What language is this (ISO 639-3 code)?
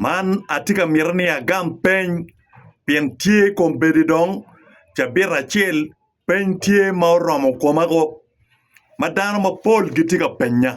ach